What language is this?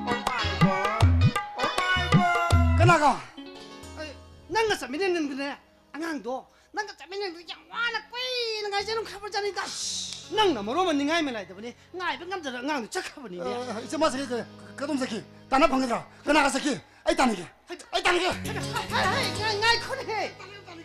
Korean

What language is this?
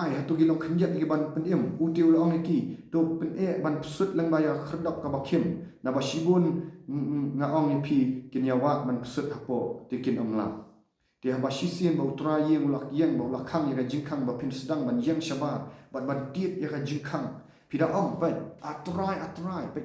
Khasi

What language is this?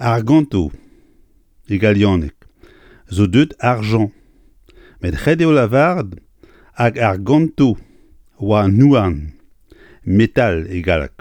Breton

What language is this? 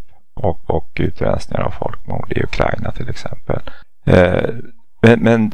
Swedish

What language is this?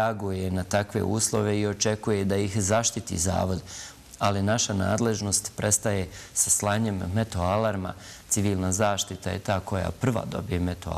Bosnian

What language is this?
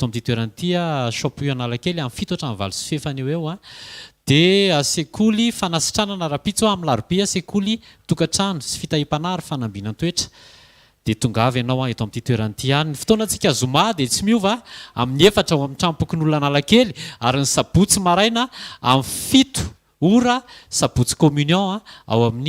Malagasy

